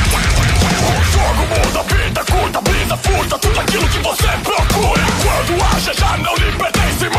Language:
Portuguese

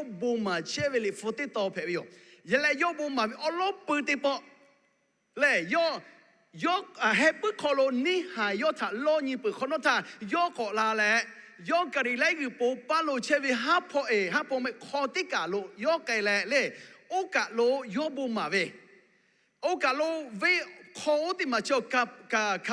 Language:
Lahu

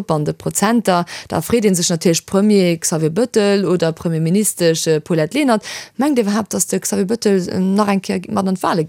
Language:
Luxembourgish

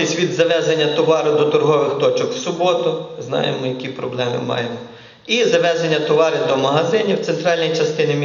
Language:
Ukrainian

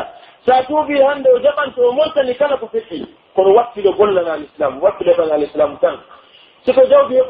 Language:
Pular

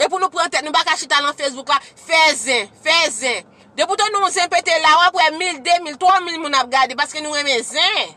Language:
Haitian Creole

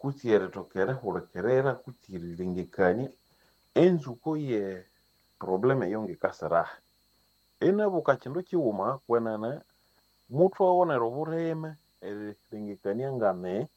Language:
Nande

